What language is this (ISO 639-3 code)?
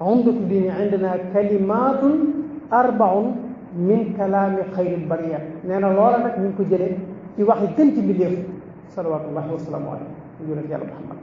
wol